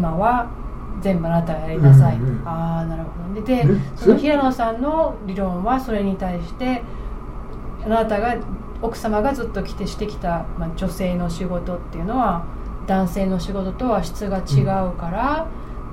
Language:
Japanese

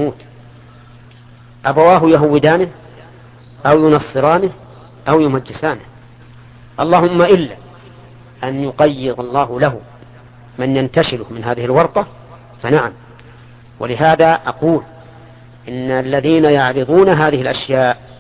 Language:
Arabic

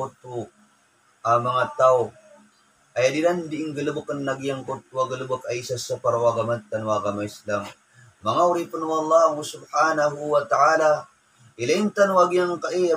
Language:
Maranao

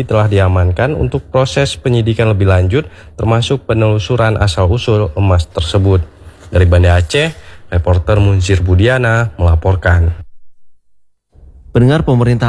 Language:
Indonesian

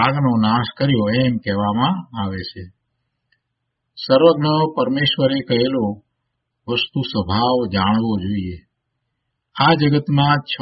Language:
Gujarati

